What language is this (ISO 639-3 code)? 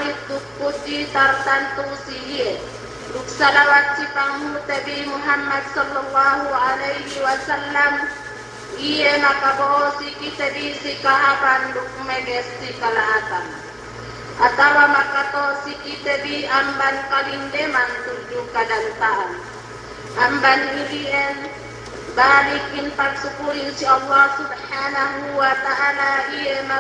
yka